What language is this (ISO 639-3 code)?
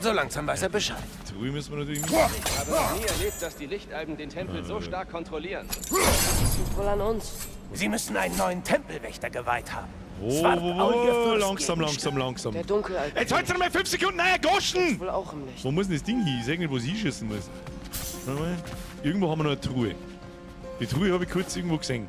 bar